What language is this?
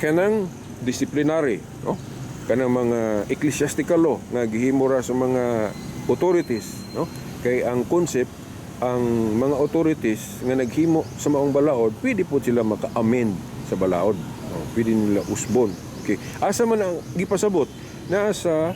Cebuano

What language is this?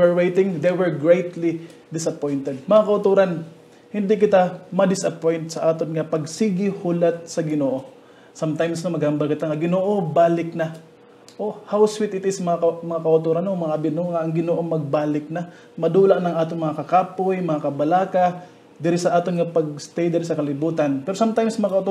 Hiligaynon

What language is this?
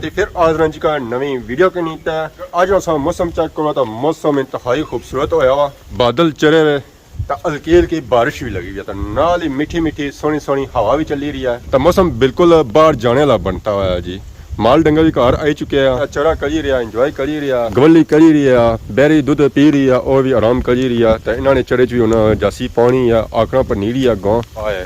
Pahari-Potwari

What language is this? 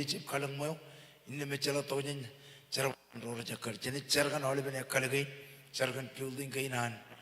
Marshallese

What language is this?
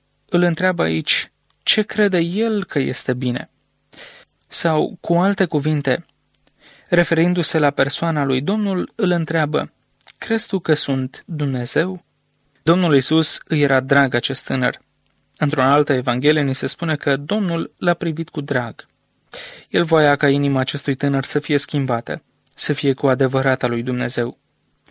Romanian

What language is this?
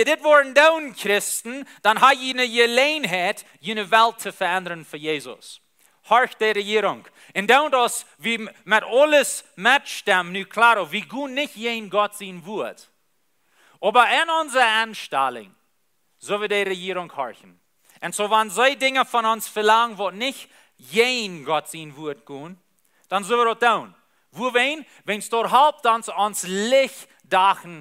Plautdietsch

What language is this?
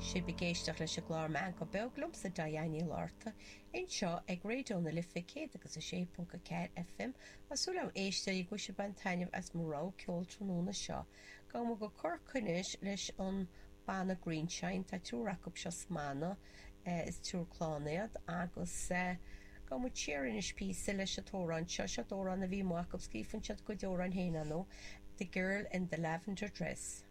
Irish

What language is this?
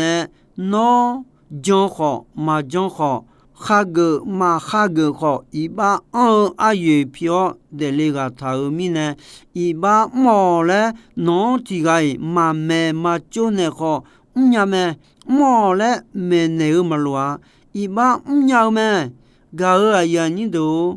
Akha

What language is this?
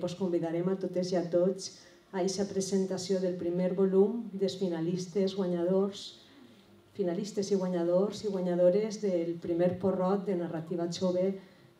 Catalan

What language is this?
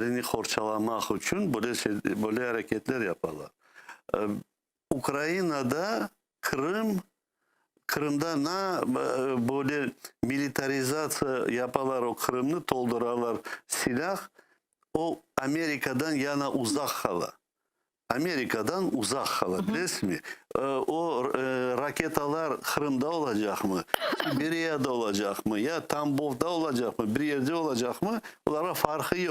Crimean Tatar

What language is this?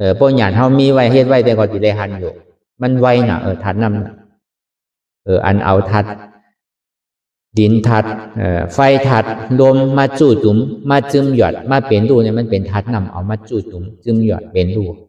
Shan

